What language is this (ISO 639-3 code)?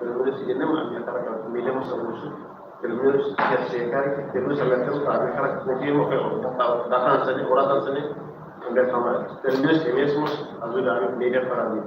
tet